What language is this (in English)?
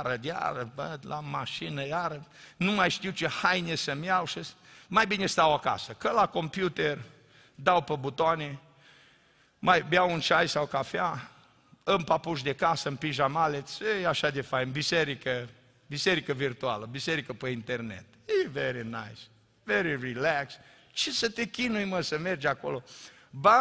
Romanian